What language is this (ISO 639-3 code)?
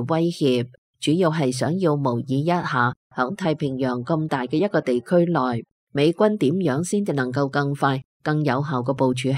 yue